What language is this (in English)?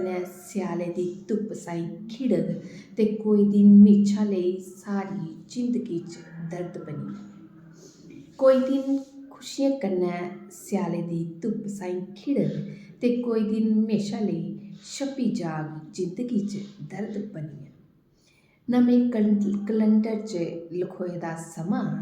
Dogri